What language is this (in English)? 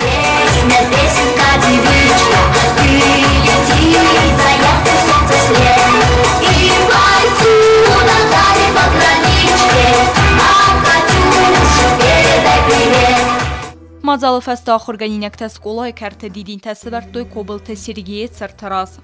Ossetic